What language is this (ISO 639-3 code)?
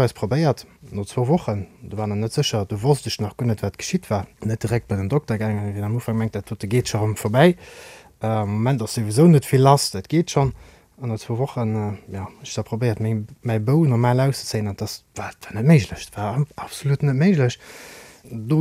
ltz